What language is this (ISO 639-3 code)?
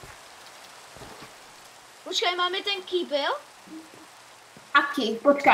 slk